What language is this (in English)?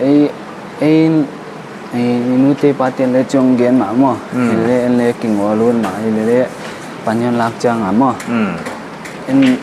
Paite Chin